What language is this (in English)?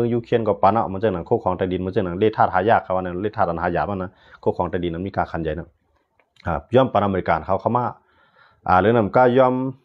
Shan